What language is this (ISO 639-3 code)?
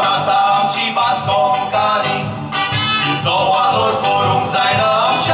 kok